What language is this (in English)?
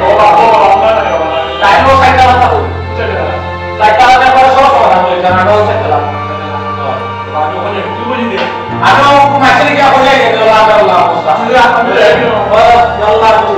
Sylheti